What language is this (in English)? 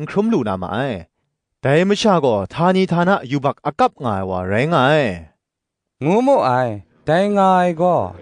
Kachin